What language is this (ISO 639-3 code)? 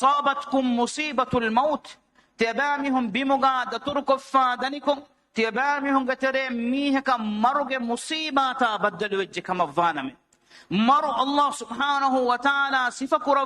div